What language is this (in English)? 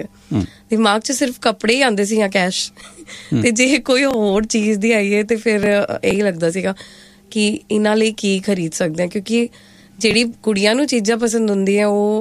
Punjabi